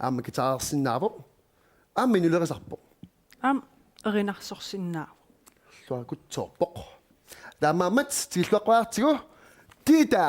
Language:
Kalaallisut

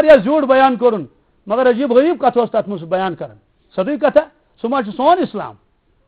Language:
Kashmiri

